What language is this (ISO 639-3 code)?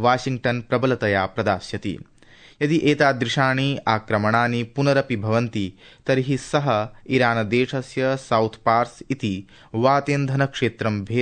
san